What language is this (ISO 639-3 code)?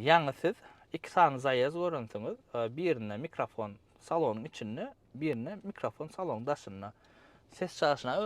tuk